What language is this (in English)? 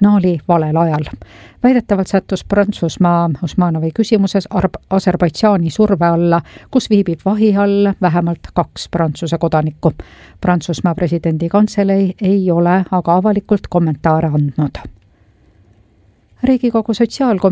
Estonian